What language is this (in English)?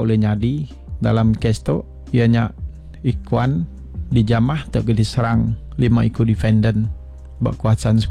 Iban